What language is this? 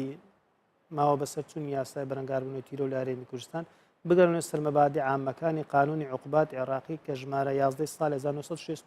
Central Kurdish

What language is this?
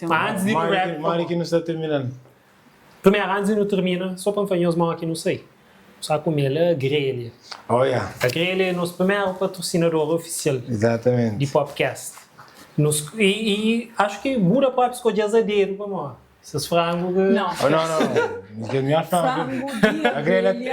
Kabuverdianu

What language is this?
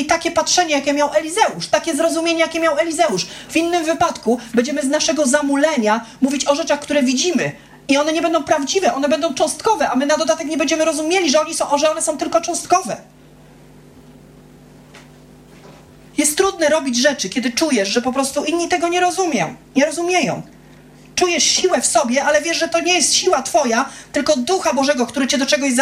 Polish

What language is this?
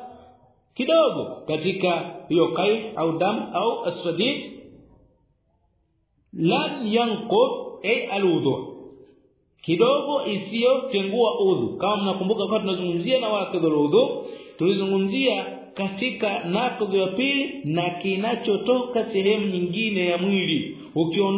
Swahili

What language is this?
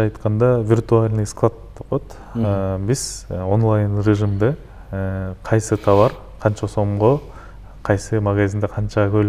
Kyrgyz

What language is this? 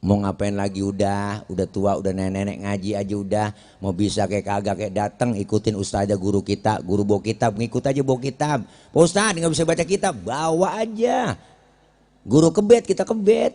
Betawi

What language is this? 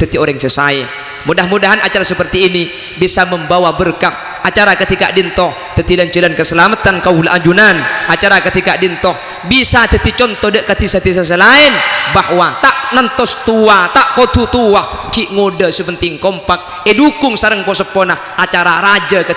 Madurese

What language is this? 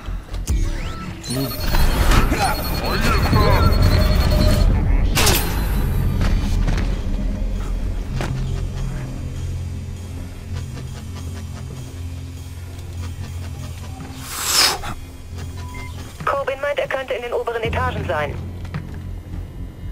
German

